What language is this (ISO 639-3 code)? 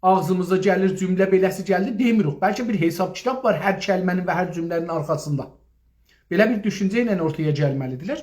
azb